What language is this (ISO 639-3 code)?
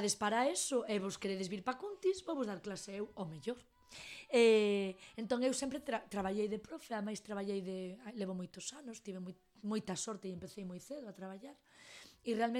glg